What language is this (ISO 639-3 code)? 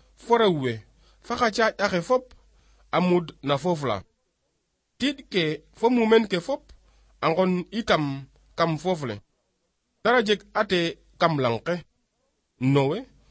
srr